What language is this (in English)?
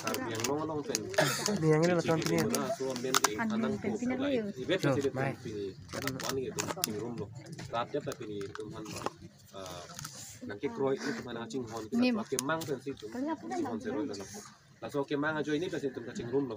Karbi